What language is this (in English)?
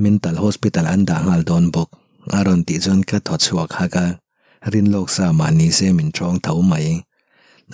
Mizo